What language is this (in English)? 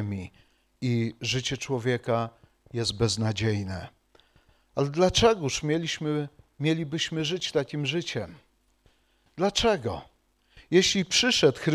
Polish